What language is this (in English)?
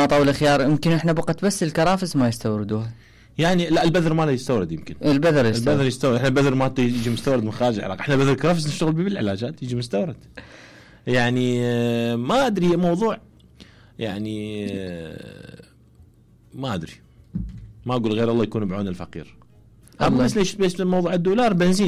Mesopotamian Arabic